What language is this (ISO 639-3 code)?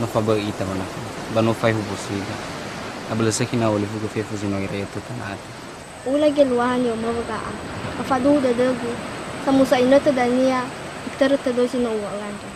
nia